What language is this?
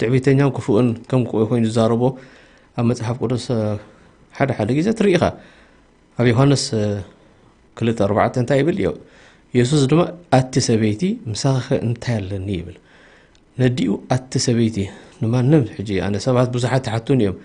Tigrinya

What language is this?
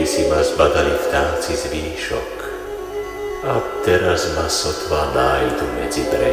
Slovak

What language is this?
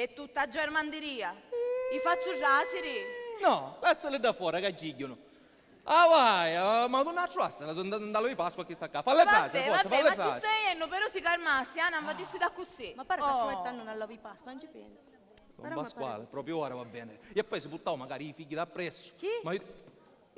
Sicilian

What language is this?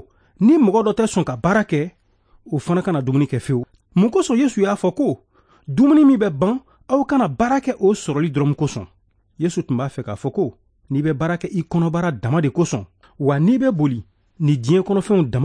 Bambara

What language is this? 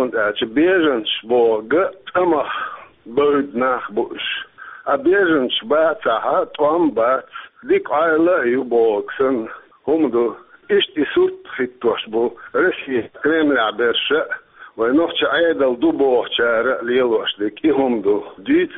Chechen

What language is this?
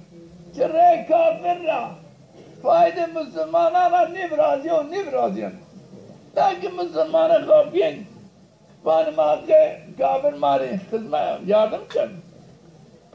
Zaza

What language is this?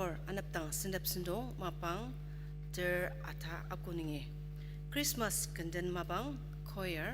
Ao Naga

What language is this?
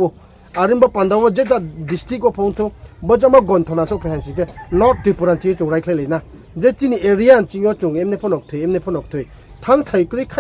Riang (India)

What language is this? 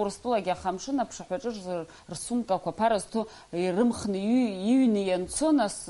Abkhazian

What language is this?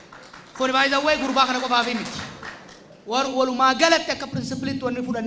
Oromo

